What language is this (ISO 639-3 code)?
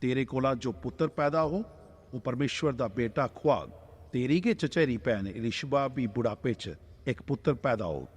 doi